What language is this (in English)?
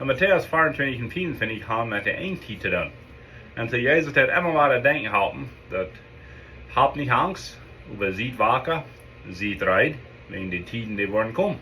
Plautdietsch